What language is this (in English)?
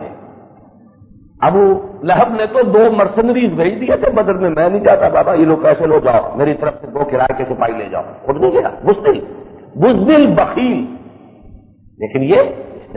Urdu